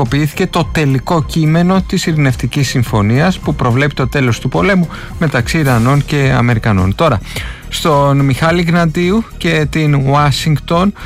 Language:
Greek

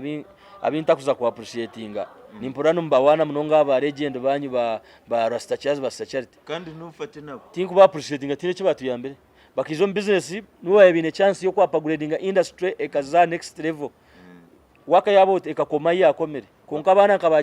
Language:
Nyankole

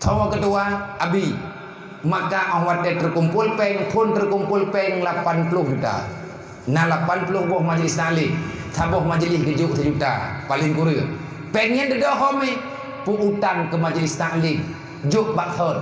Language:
Achinese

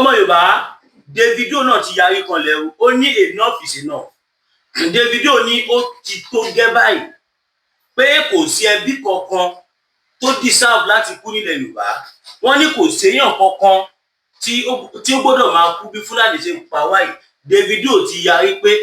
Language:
Yoruba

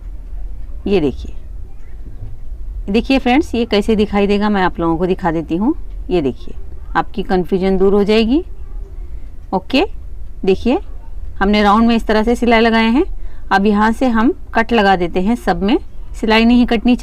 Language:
Hindi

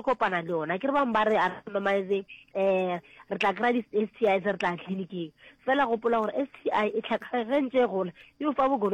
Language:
Northern Sotho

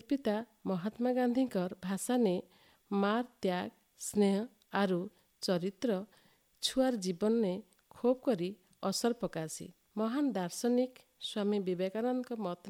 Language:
Odia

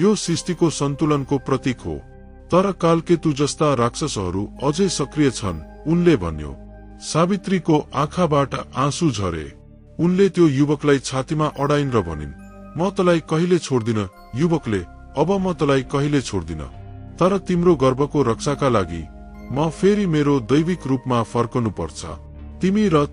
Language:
Nepali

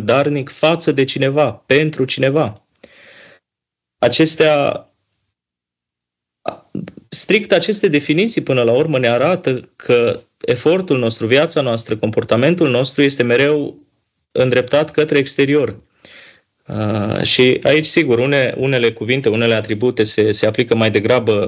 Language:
Romanian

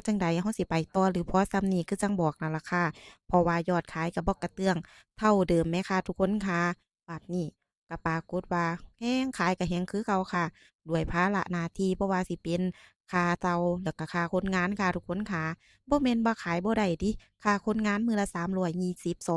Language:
Lao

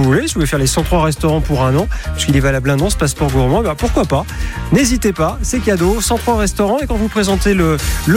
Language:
French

